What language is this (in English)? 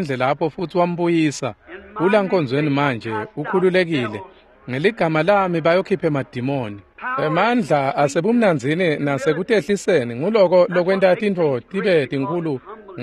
Swati